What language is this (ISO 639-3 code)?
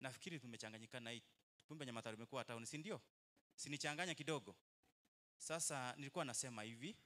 guz